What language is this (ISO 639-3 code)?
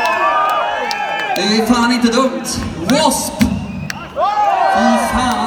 swe